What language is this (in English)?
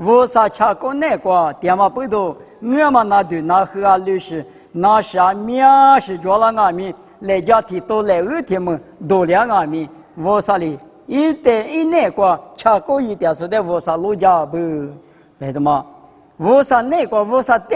Lisu